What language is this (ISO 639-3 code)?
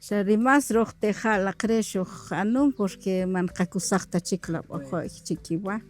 cak